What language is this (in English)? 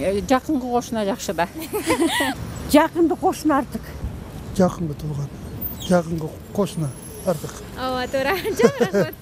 Kyrgyz